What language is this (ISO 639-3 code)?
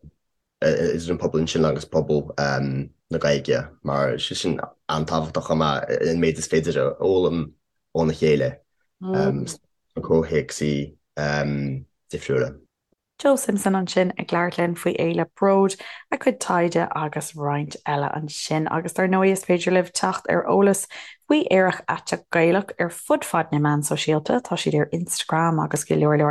gle